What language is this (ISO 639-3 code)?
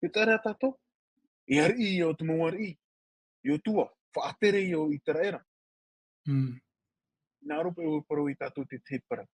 tah